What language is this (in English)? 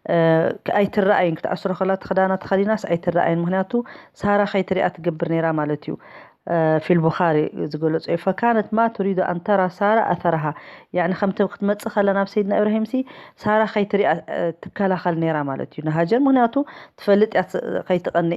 Tigrinya